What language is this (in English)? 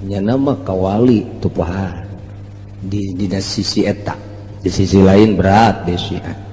Sundanese